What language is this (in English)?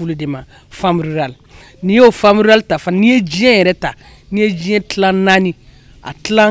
Bambara